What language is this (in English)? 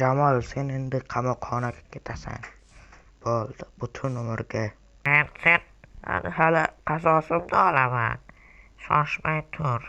Uzbek